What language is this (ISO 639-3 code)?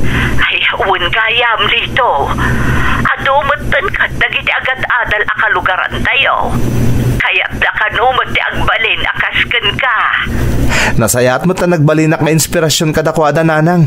ilo